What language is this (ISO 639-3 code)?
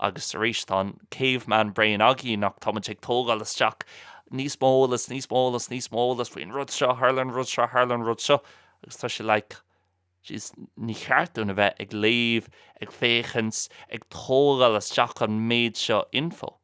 gle